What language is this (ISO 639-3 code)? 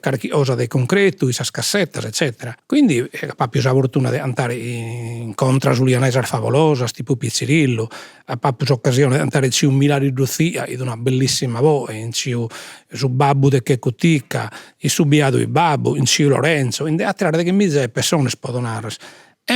srd